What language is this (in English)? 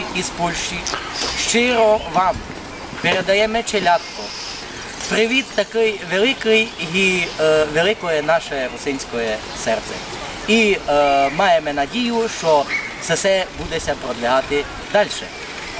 Rusyn